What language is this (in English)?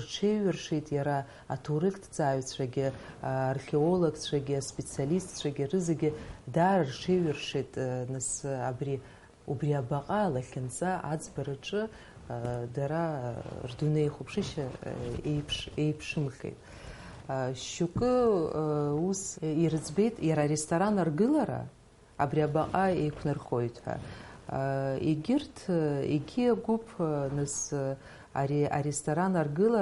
Abkhazian